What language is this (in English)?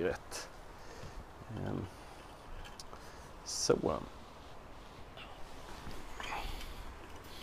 Swedish